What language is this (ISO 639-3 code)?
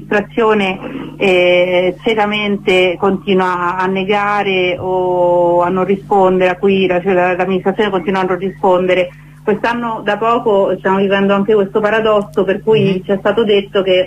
ita